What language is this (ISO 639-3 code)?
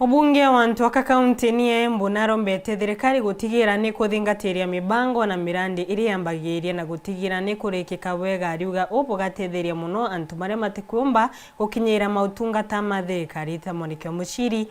mer